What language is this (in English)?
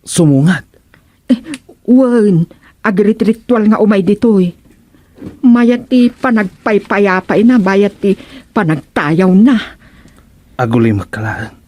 Iloko